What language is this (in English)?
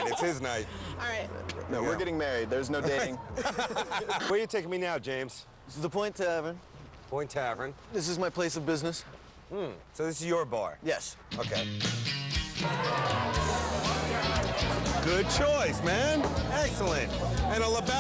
English